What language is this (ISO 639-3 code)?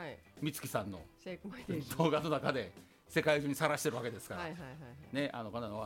jpn